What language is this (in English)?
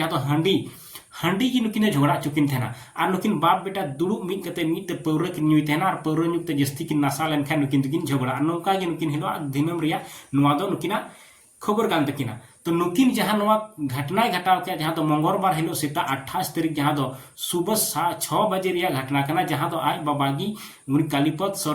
Santali